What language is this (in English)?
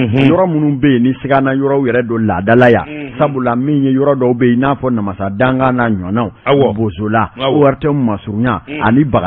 Bambara